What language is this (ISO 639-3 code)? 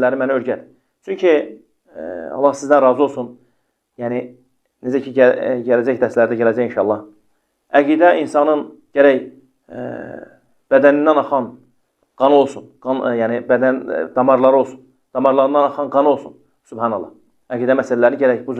aze